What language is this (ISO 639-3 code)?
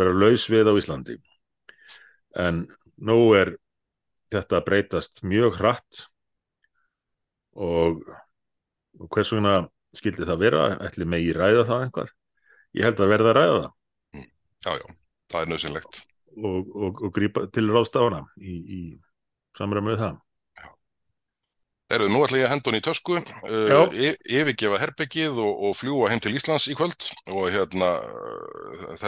isl